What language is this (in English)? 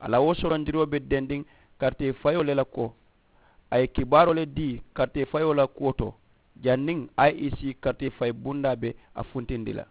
Mandingo